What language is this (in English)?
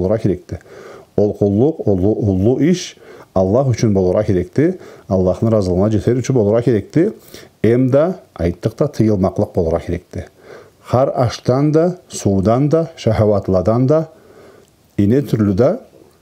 Karachay-Balkar